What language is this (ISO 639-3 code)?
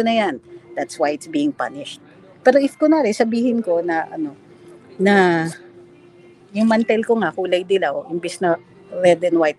fil